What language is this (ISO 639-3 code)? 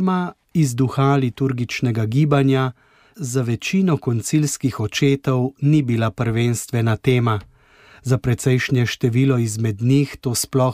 slv